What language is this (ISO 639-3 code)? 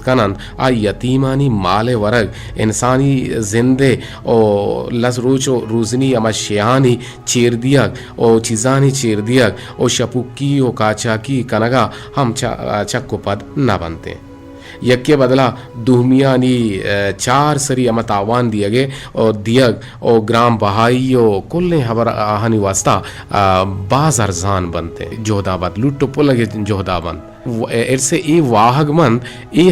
bgp